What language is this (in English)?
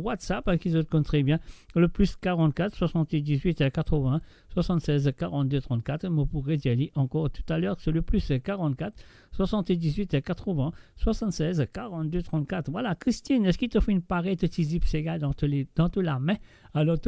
Morisyen